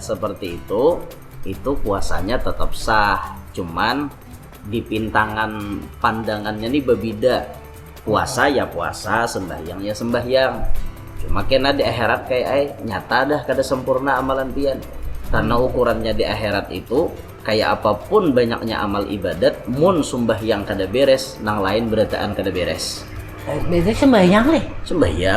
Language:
Banjar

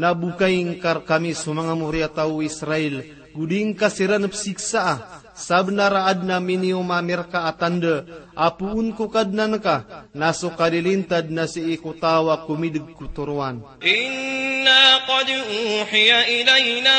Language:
Maranao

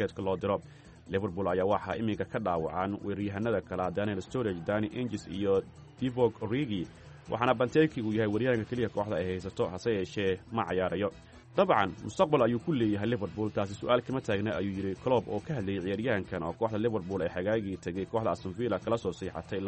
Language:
Somali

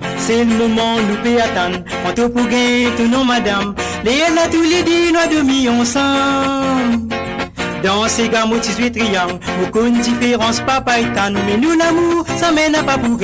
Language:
Morisyen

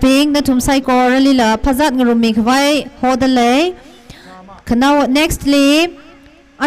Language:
Tangkhul Naga (India)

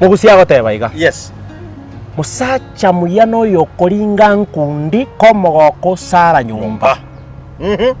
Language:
Gusii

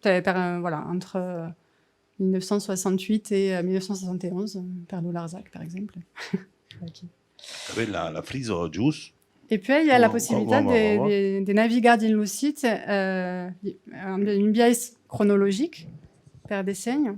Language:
Occitan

